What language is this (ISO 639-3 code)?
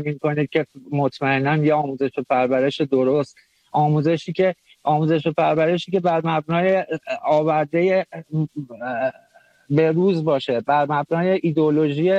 fas